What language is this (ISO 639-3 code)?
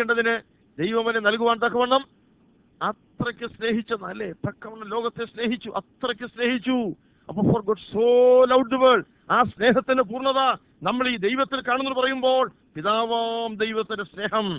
mal